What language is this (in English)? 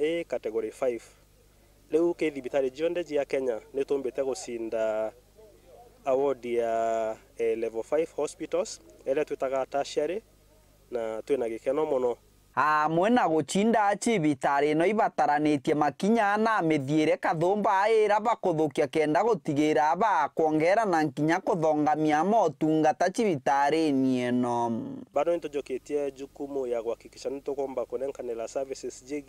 Meru